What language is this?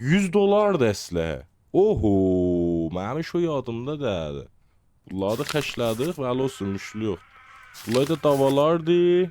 South Azerbaijani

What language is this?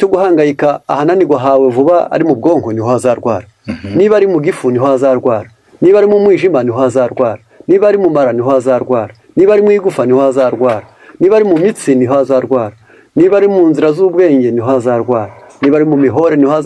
Kinyarwanda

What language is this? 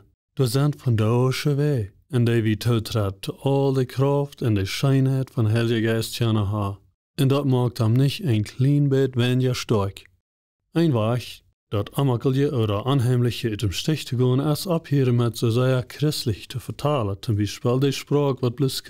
Plautdietsch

